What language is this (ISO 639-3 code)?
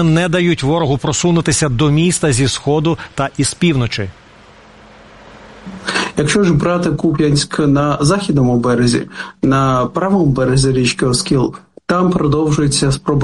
ukr